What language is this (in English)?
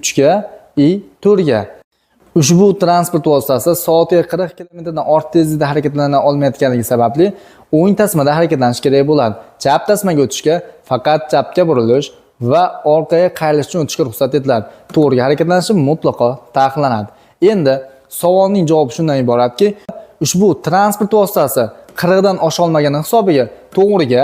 Uzbek